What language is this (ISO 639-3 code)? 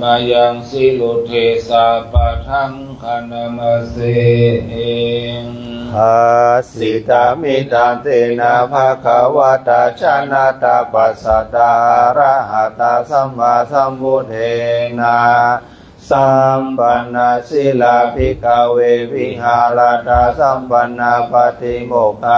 pli